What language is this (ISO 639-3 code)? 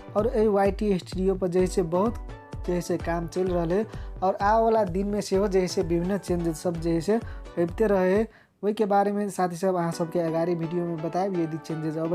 mai